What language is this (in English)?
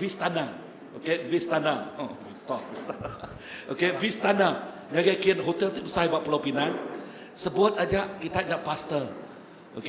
Iban